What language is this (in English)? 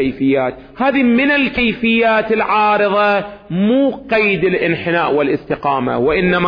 Arabic